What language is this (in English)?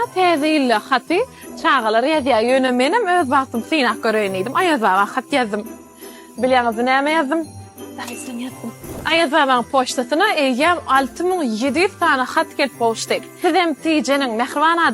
Turkmen